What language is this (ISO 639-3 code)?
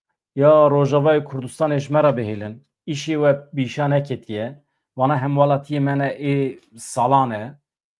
kur